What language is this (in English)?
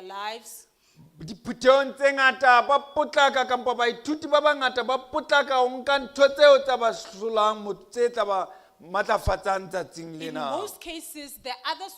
Southern Sotho